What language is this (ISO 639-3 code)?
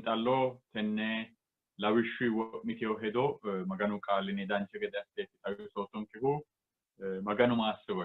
sid